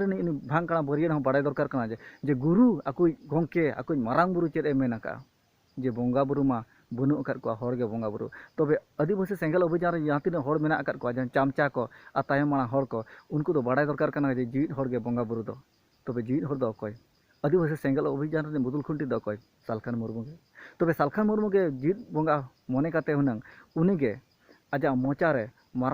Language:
Santali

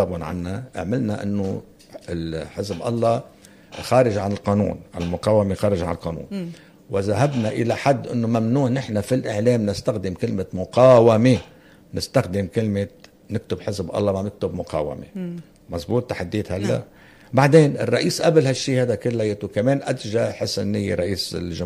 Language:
North Levantine Arabic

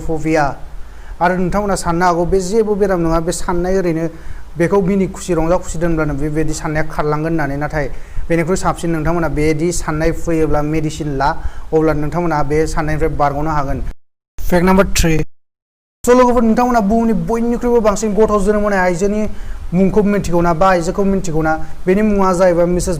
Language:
Bodo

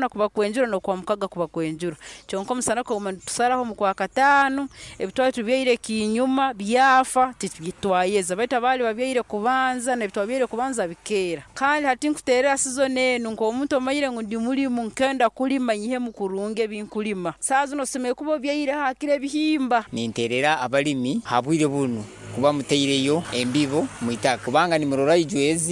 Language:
Nyoro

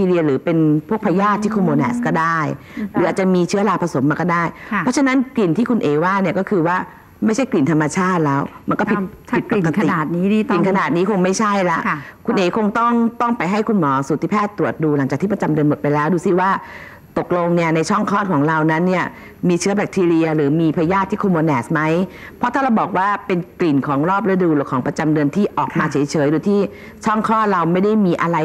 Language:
Thai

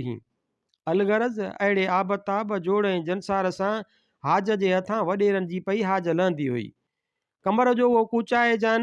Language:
Sindhi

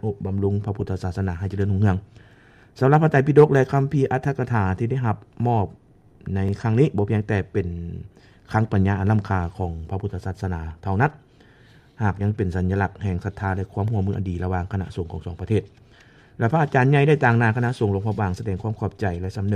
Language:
Lao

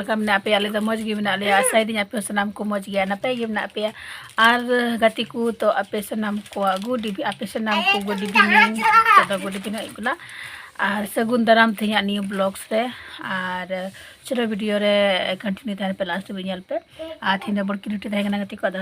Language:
Santali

